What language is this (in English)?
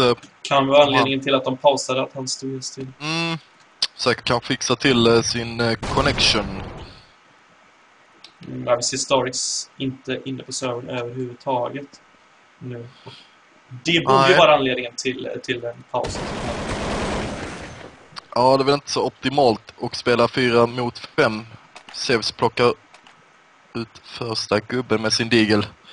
Swedish